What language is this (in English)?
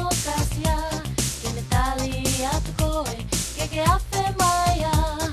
Tongan